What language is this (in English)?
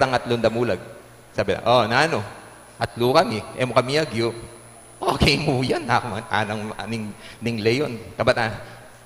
Pampanga